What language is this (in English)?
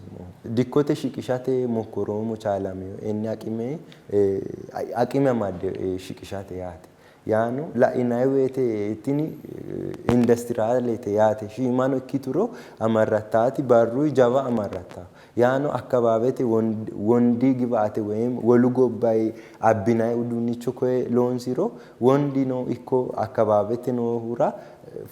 Sidamo